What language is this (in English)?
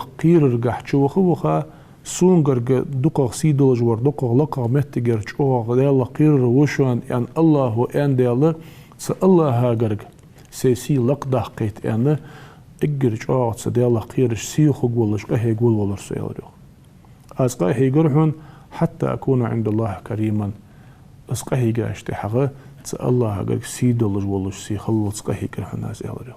Ingush